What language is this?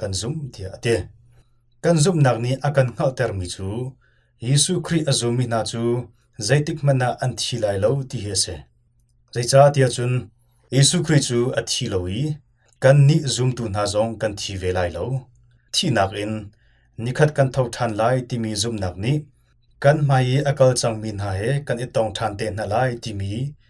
Hakha Chin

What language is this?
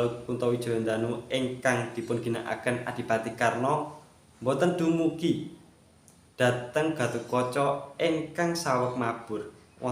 Javanese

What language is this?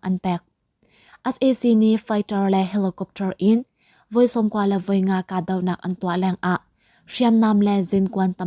Hakha Chin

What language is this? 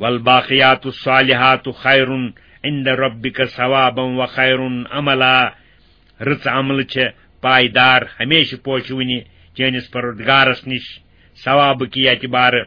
Kashmiri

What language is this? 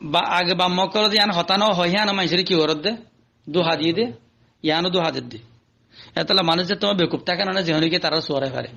Rohingya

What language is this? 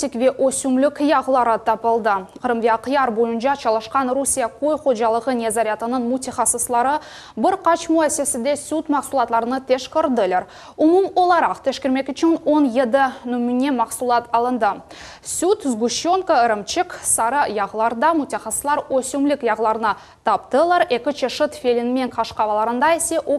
Crimean Tatar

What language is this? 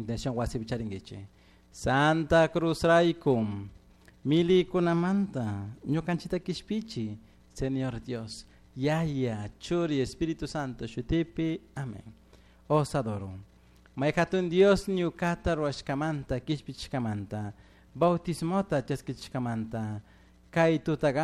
Chimborazo Highland Quichua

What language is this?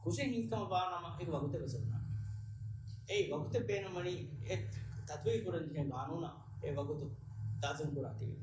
Divehi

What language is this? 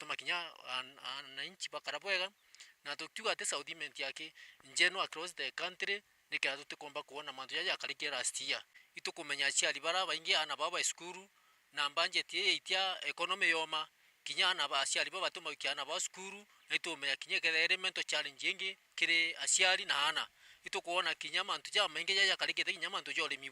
Meru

